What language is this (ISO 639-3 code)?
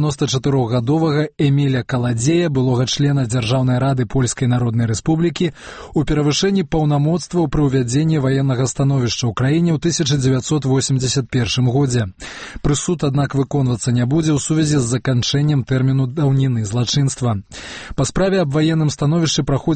bel